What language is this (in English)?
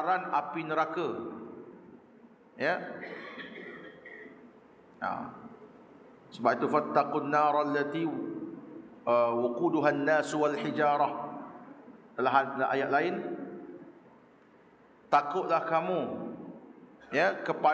Malay